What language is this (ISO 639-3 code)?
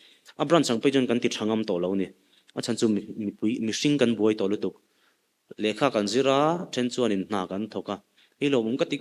lus